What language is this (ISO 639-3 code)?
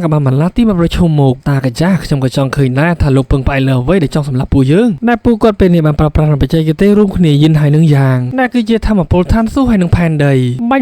khm